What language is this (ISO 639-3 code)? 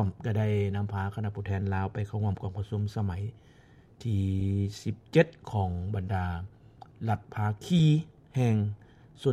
lao